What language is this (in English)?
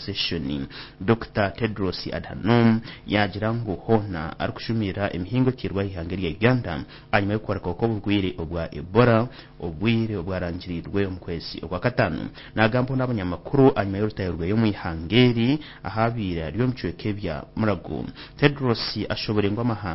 Nyankole